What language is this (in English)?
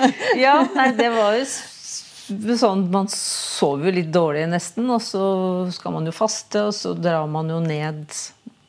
Norwegian